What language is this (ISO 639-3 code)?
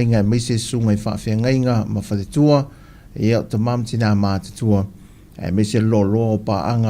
smo